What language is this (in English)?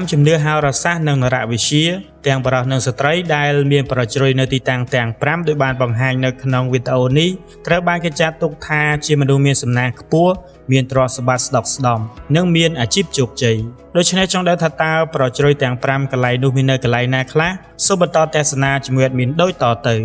Khmer